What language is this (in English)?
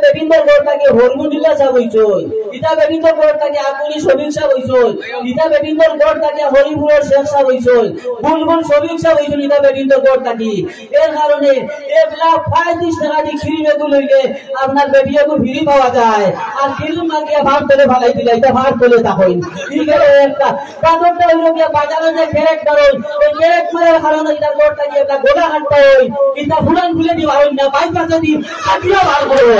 Sylheti